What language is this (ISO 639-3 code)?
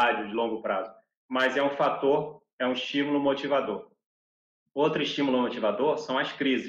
por